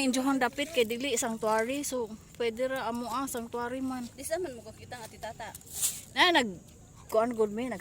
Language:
Cebuano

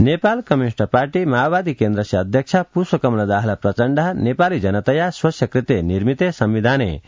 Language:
Sanskrit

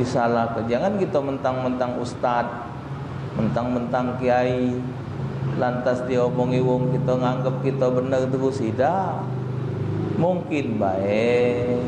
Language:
Musi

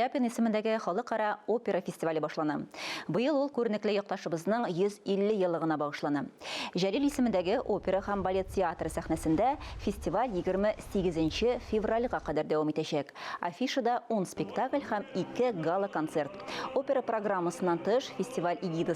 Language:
Tatar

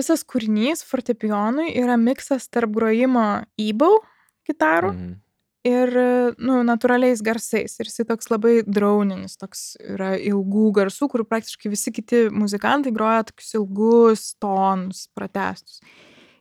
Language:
Lithuanian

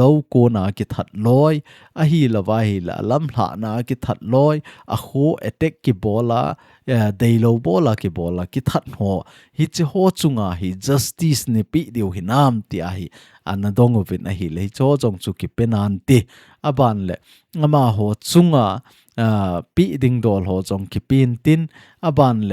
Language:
Thado Chin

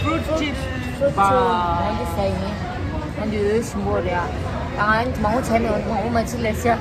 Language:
Tibetan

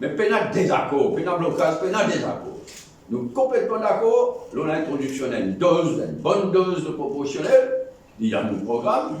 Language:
Morisyen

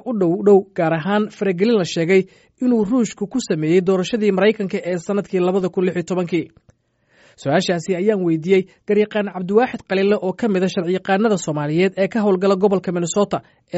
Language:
Somali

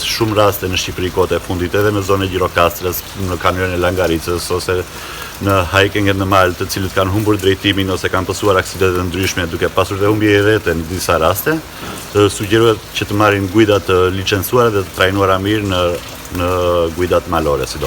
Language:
Albanian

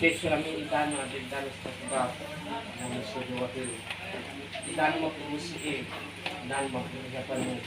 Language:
Nias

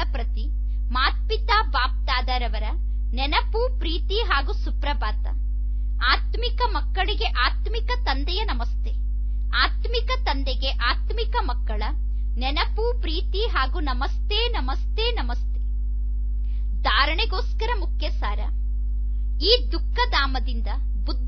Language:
Kannada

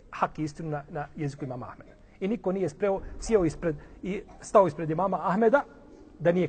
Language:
Bosnian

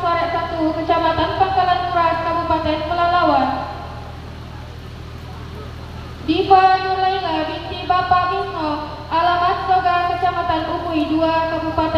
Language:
Indonesian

